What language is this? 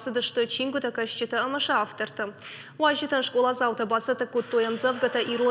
Ossetic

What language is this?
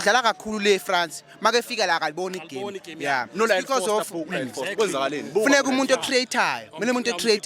Zulu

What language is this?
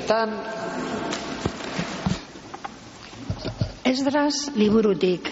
Basque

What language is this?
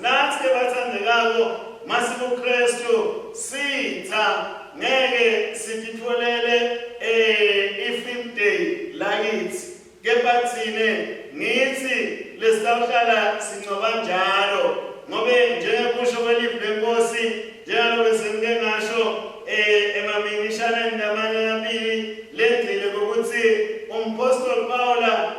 Swati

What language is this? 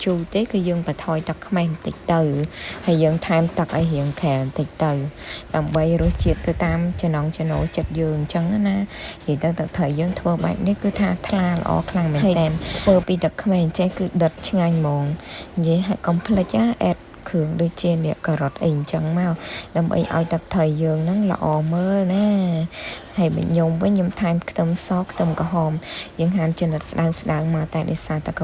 Khmer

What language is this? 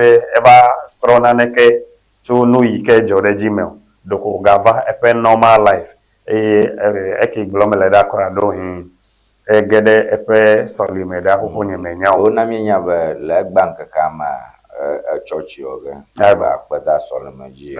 Ewe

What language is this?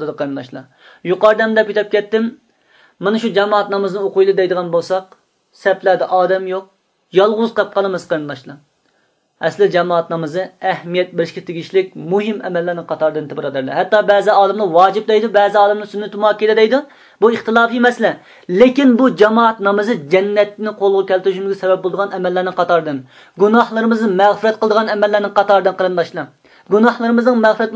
Uyghur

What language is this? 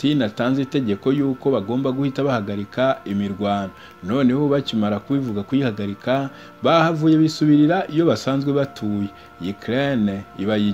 Kinyarwanda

